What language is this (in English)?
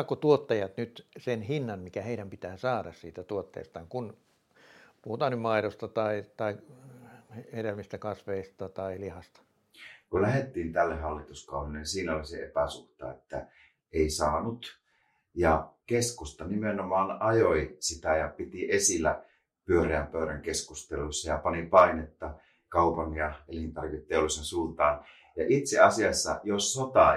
Finnish